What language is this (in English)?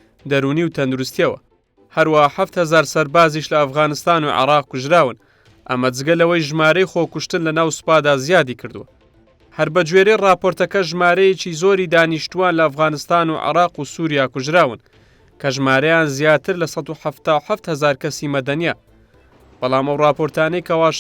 Central Kurdish